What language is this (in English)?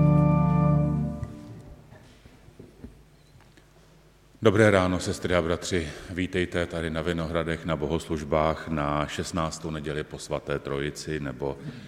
Czech